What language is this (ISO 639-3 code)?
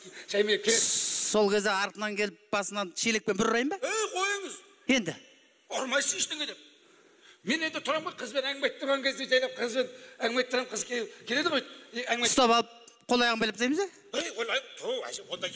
kaz